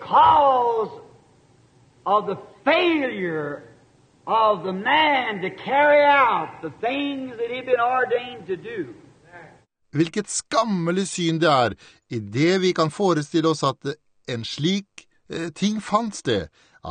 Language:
Norwegian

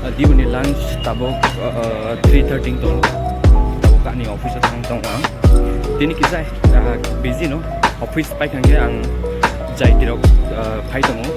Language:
Kok Borok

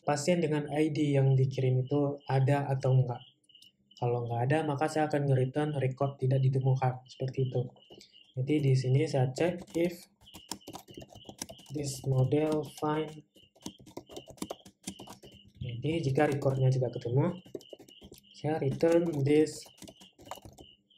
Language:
Indonesian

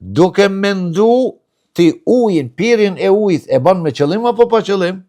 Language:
Albanian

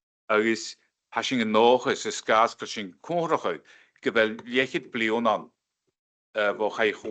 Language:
Scottish Gaelic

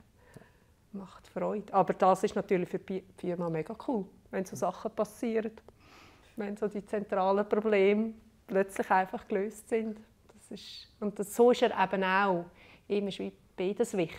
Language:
Swiss German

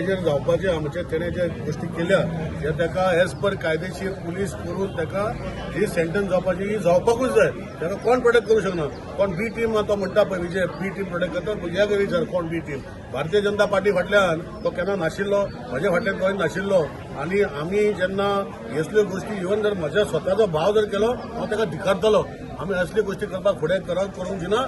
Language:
Konkani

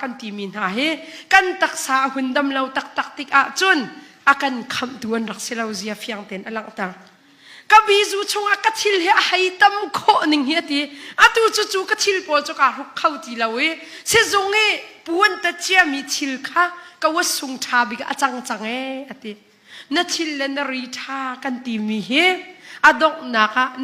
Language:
Hakha Chin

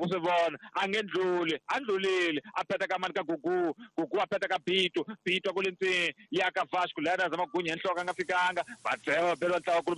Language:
Tsonga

